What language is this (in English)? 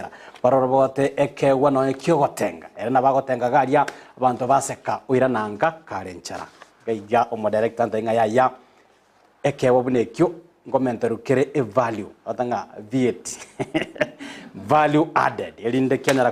Gusii